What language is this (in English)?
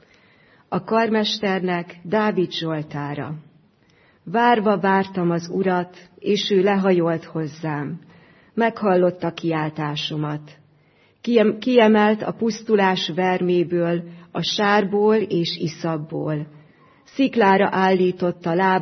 Hungarian